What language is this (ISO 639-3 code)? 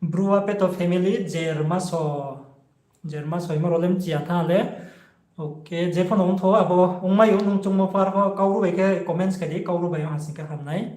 ria